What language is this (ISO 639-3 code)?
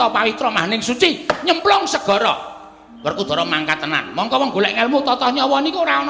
jav